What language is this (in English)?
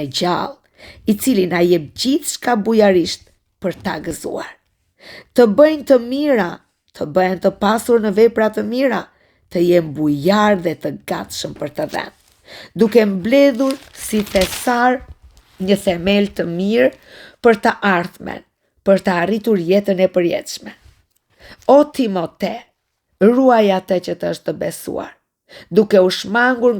Albanian